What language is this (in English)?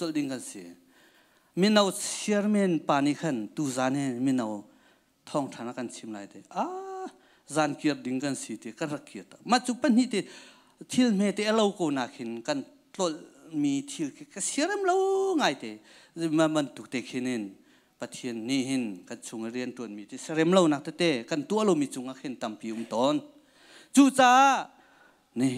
Hakha Chin